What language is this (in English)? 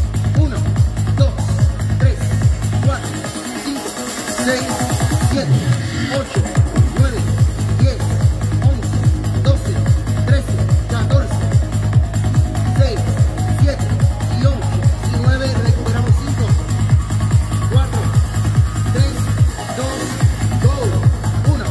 Spanish